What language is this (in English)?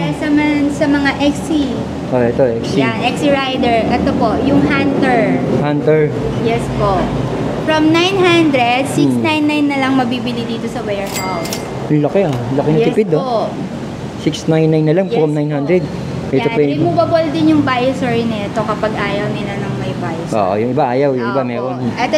Filipino